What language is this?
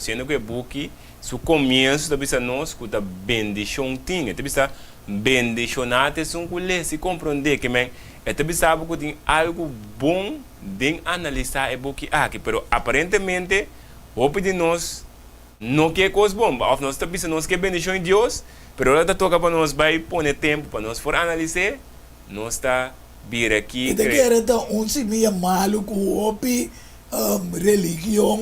Papiamento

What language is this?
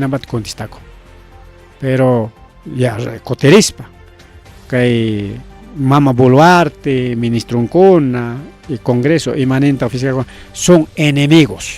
Ayacucho Quechua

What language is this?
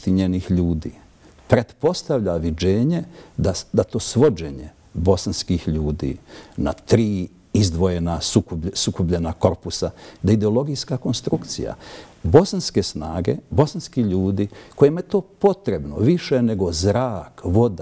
Bosnian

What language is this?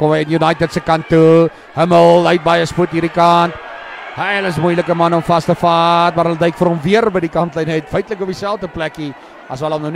Afrikaans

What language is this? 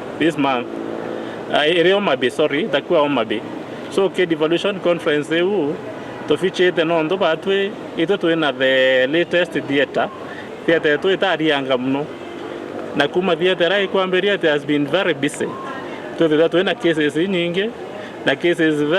Meru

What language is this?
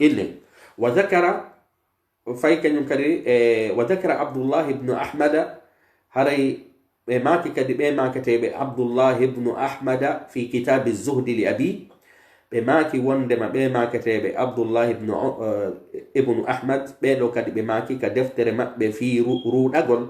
Pular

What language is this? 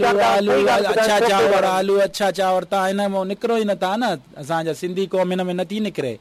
Sindhi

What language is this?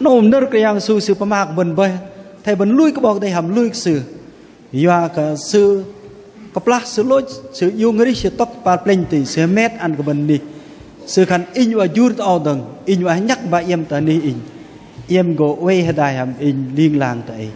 Bahnar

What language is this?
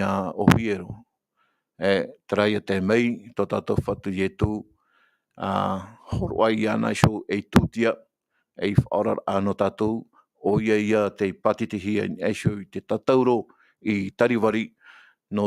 Tahitian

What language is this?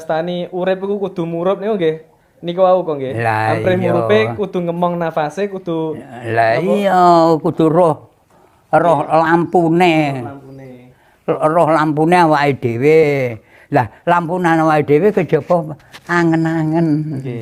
Javanese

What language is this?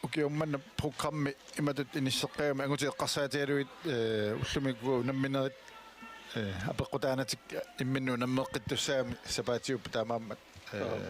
Kalaallisut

